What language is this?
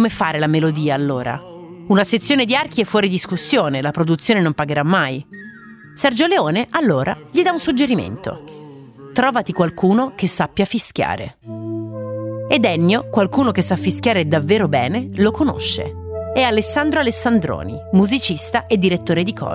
Italian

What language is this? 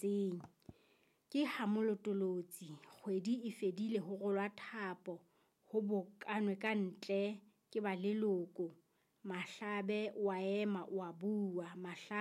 Southern Sotho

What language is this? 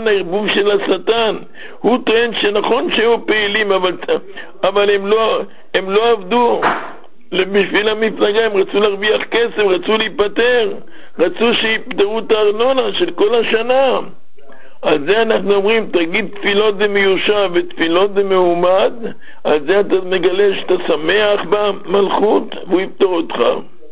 Hebrew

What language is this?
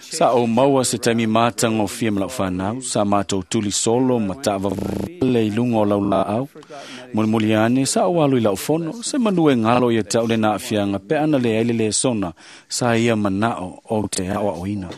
Samoan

